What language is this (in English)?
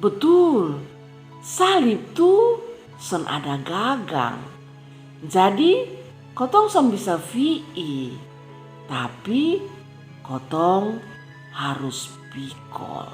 Kupang Malay